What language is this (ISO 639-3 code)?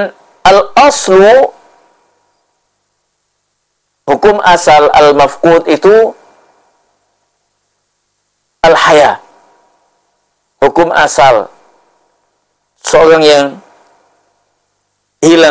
ind